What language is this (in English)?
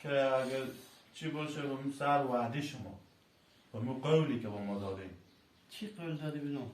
Persian